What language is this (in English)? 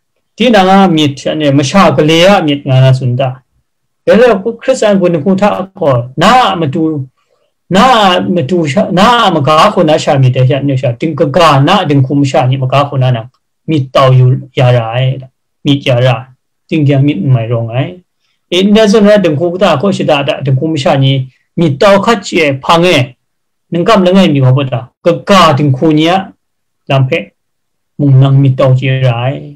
Kachin